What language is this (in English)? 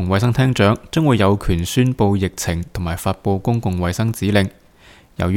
Cantonese